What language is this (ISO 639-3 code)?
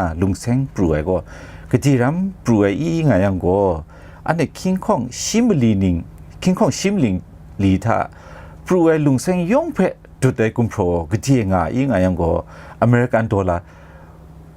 kac